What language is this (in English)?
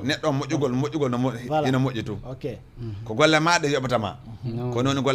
Fula